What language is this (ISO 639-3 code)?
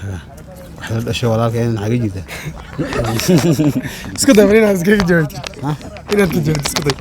som